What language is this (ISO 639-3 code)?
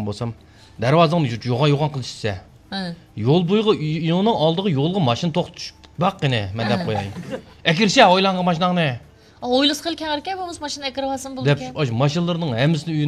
uig